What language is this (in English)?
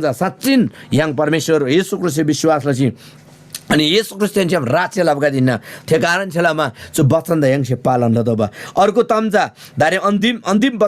Eastern Tamang